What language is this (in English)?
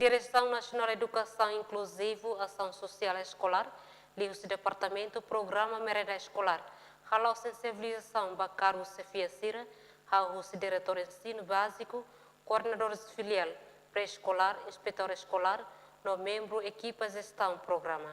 Tetum